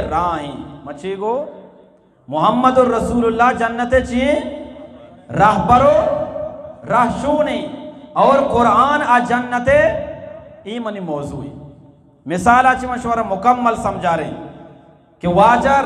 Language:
Eastern Balochi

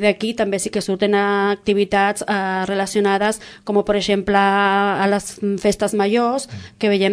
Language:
Catalan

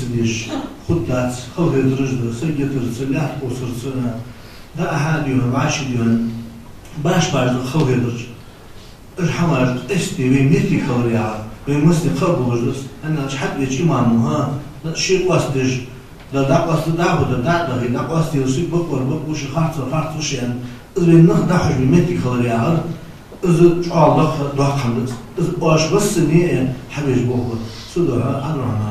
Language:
Ingush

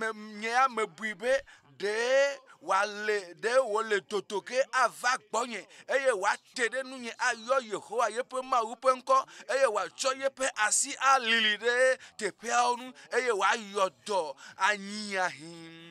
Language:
Ewe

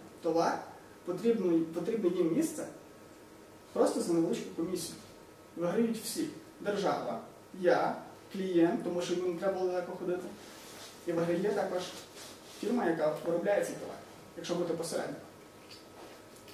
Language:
Ukrainian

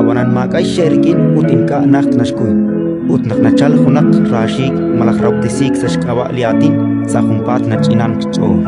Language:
Kekchí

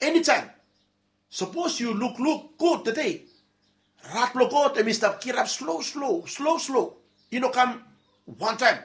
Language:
Bislama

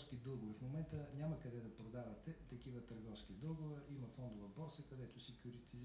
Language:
Bulgarian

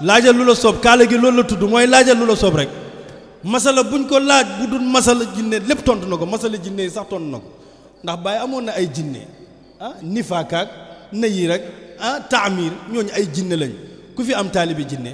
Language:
Wolof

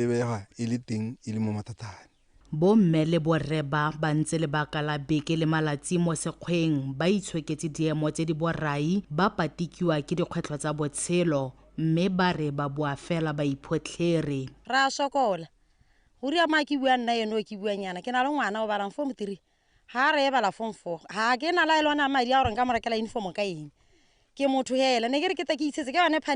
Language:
Tswana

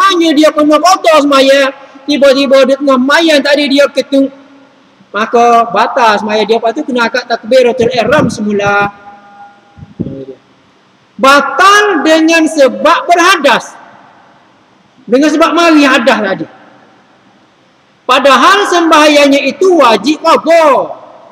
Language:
Malay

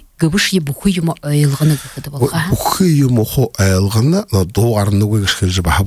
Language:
Buriat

